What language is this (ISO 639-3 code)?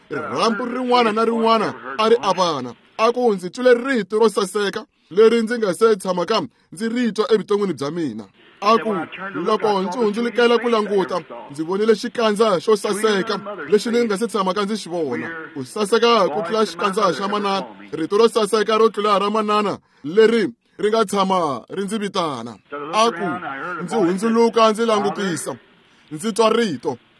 tso